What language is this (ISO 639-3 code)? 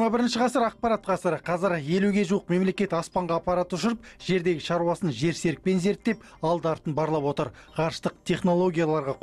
kaz